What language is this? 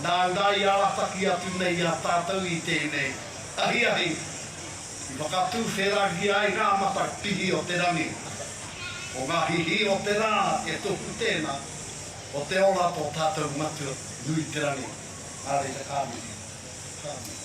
Māori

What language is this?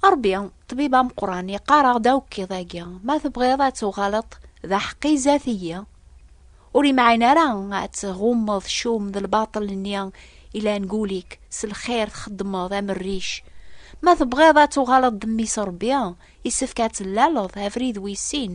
Kabyle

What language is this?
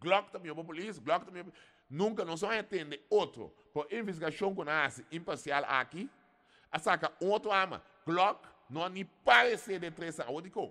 Papiamento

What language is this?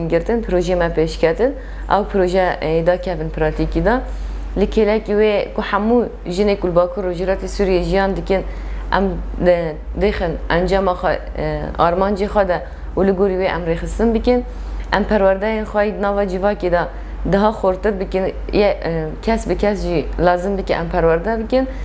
Kurdish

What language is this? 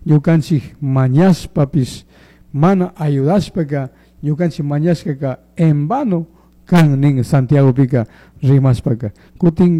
Chimborazo Highland Quichua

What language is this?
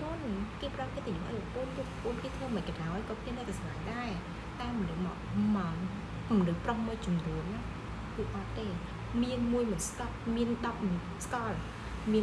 Khmer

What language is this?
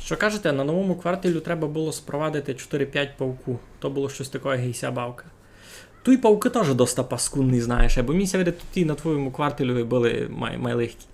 Rusyn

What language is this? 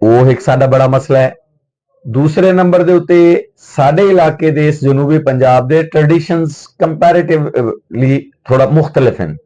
Saraiki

